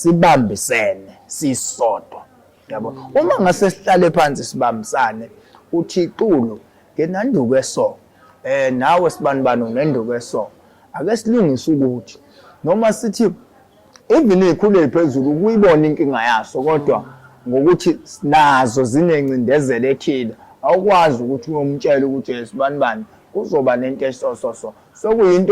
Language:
Zulu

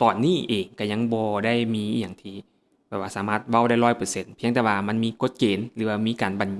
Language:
Lao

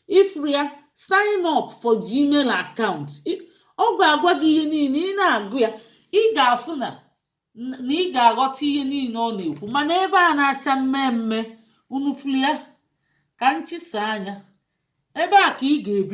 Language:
Igbo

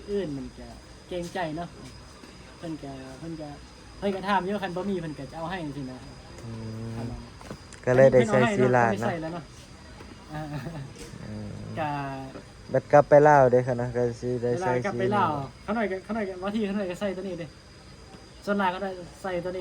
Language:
Northeastern Thai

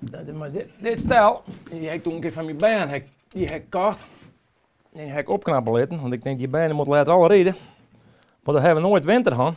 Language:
Western Frisian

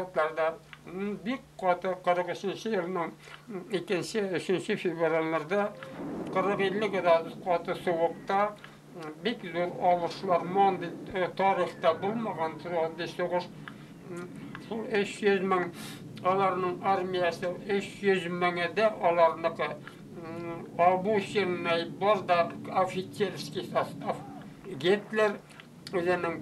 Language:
Bashkir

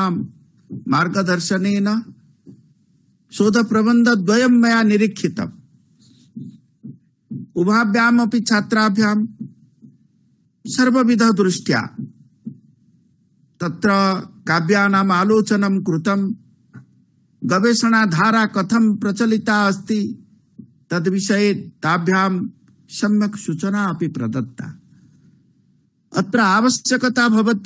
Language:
Sanskrit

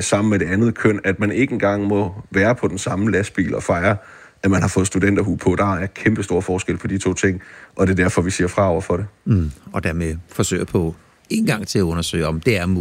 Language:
Danish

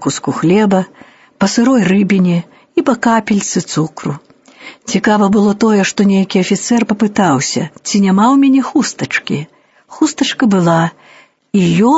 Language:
Belarusian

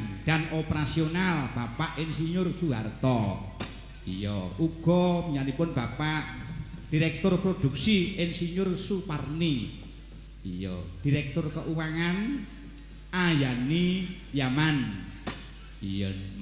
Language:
Javanese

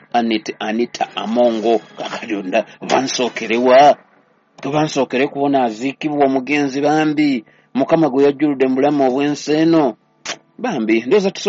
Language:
Ganda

